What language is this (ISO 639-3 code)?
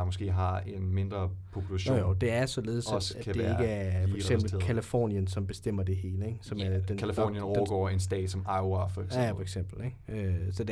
dan